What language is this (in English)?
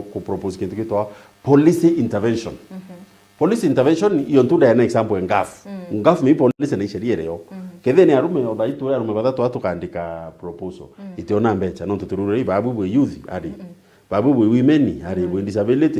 Meru